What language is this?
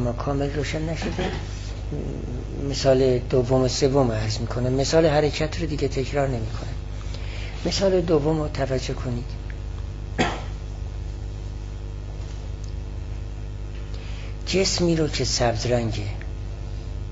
Persian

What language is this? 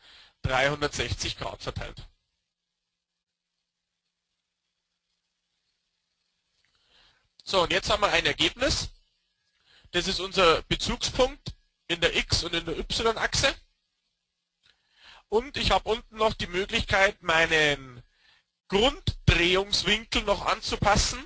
German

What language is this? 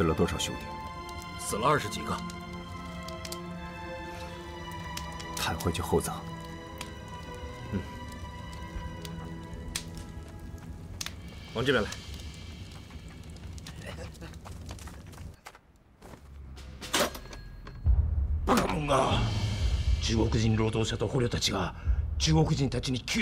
Chinese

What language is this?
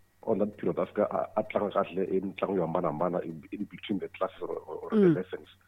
Tsonga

